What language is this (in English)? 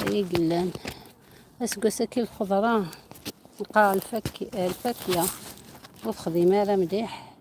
Algerian Arabic